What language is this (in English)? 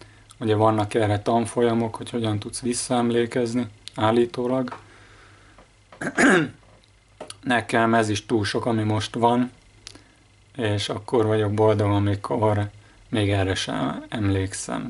Hungarian